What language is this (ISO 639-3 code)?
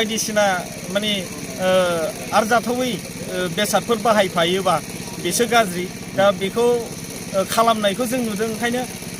brx